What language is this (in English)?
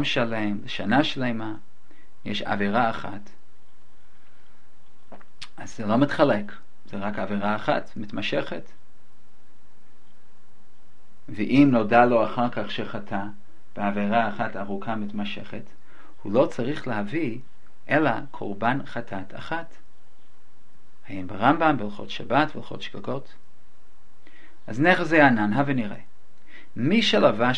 Hebrew